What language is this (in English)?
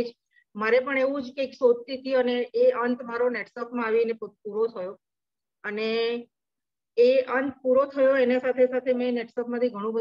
Gujarati